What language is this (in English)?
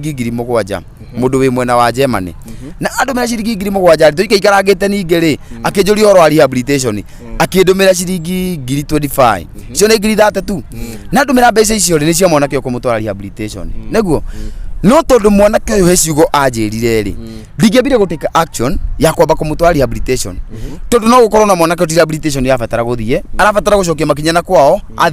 Kikuyu